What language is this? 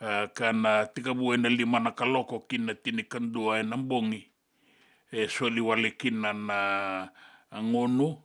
Fijian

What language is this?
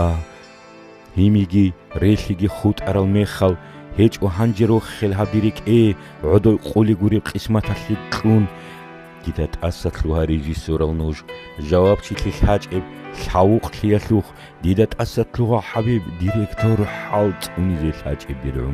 Avaric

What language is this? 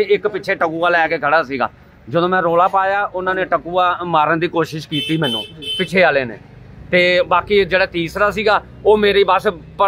Punjabi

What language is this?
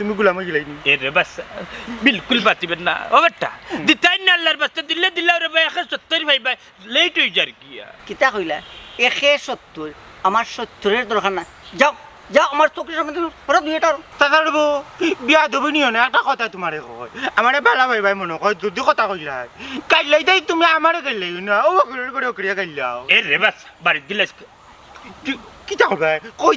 Sylheti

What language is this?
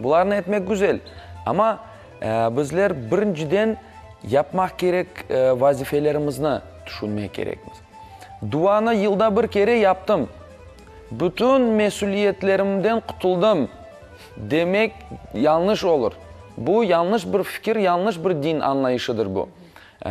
Crimean Tatar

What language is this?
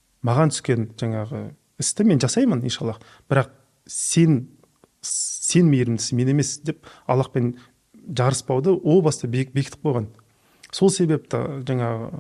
Kazakh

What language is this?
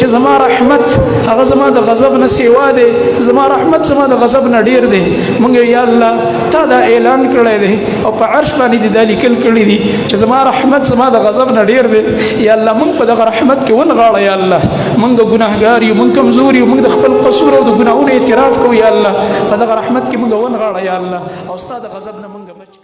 Pashto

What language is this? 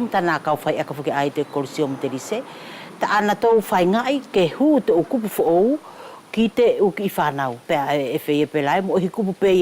Wallisian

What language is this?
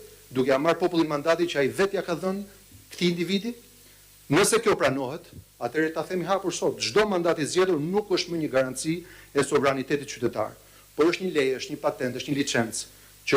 Albanian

